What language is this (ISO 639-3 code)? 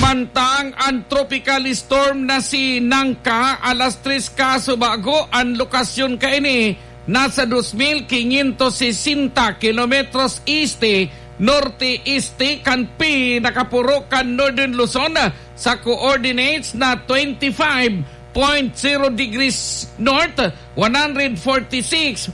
bik